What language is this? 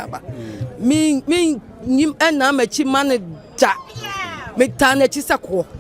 Akan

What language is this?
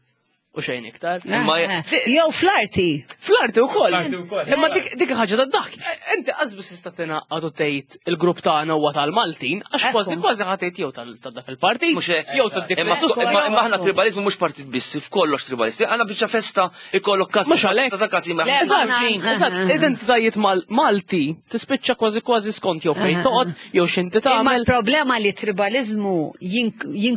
Maltese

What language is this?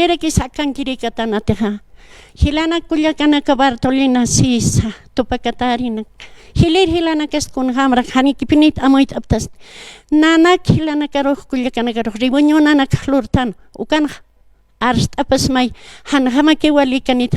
Aymara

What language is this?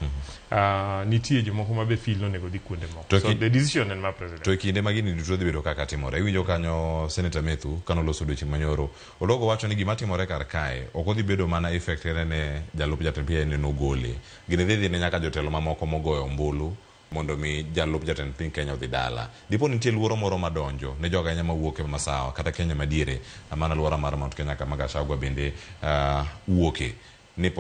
Luo (Kenya and Tanzania)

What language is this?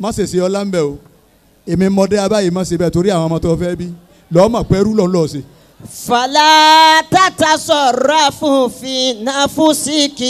Yoruba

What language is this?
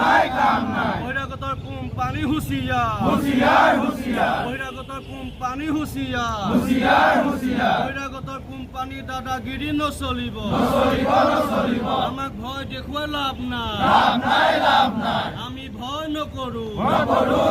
Assamese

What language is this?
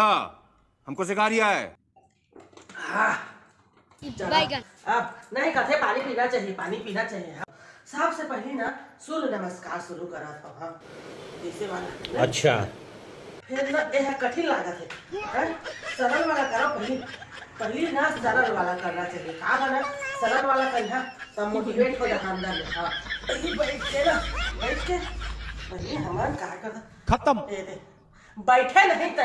Chhattisgarhi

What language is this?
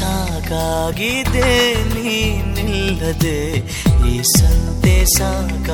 Kannada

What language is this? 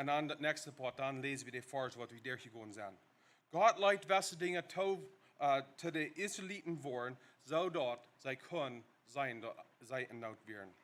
Plautdietsch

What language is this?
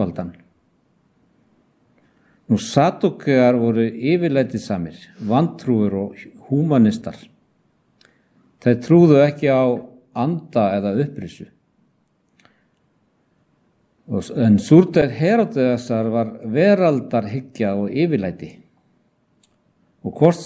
Icelandic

